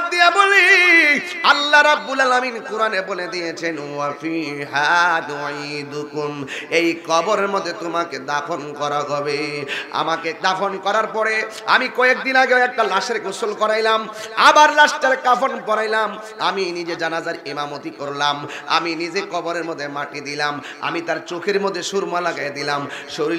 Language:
Bangla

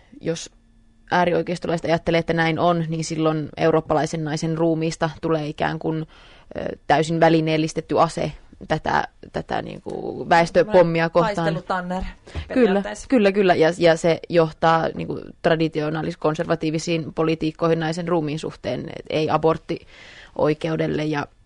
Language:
Finnish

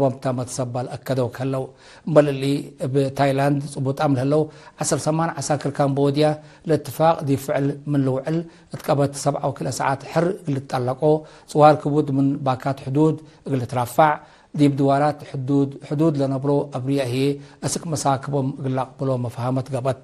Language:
Tigre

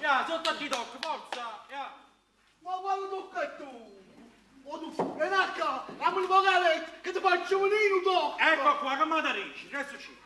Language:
Neapolitan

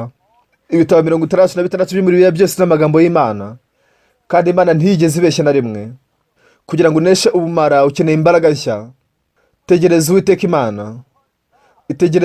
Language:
Kinyarwanda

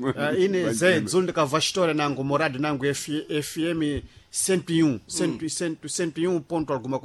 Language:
Sena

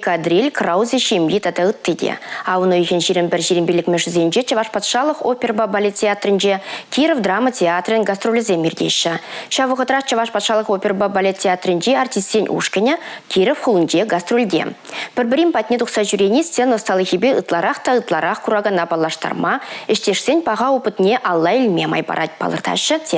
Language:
Chuvash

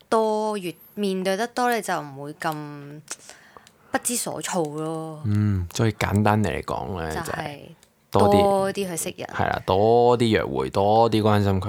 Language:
Cantonese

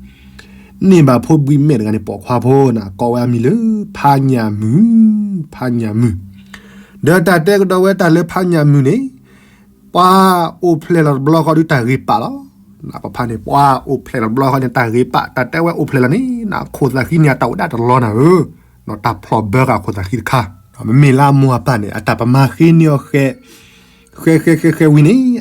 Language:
S'gaw Karen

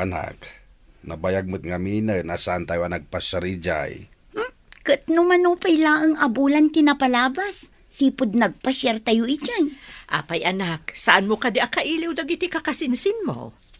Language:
Iloko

